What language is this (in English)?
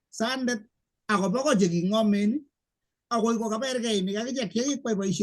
Kalenjin